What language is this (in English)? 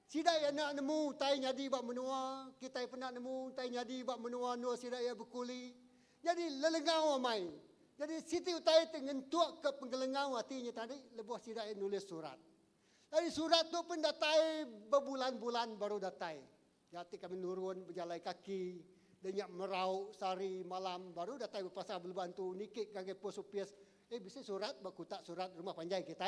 Iban